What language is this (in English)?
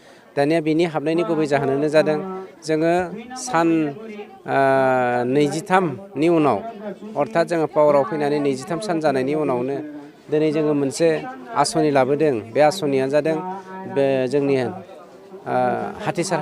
Bodo